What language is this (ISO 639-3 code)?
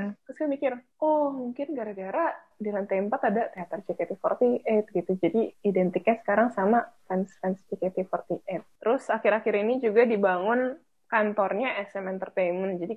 ind